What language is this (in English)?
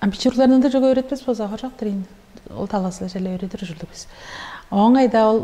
Tuvinian